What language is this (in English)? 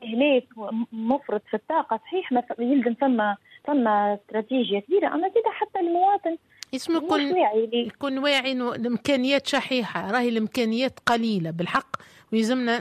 Tunisian Arabic